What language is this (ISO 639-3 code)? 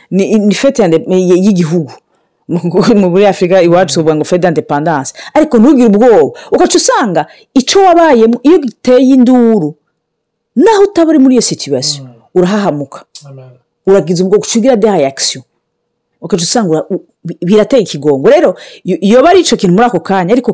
run